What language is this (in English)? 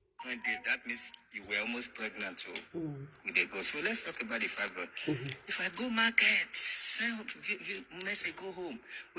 Nigerian Pidgin